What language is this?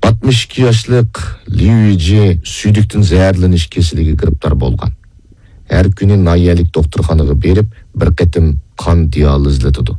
Uyghur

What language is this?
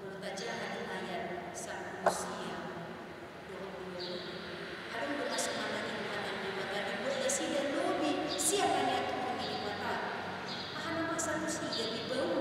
Batak Toba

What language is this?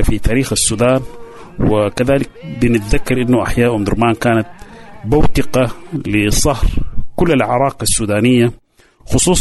Sudanese Arabic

